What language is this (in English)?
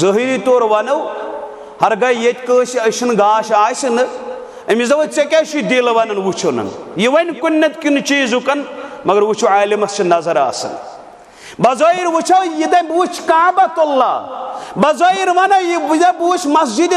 Kashmiri